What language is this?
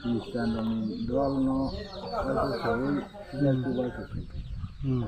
Kok Borok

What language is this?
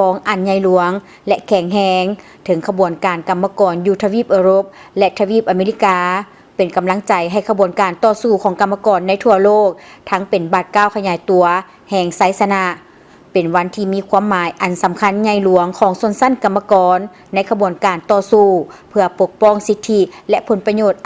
Lao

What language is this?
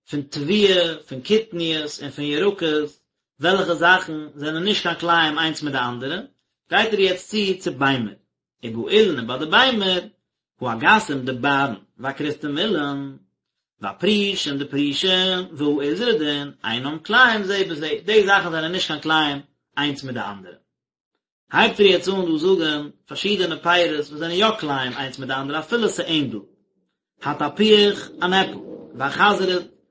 Yiddish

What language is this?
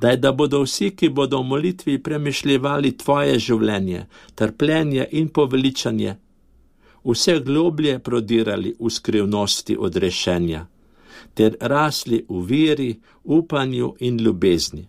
Slovenian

